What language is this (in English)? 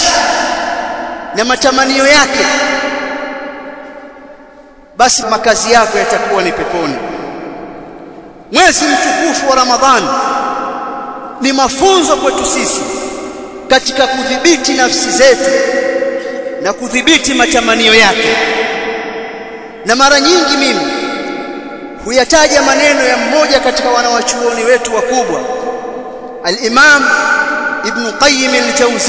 Swahili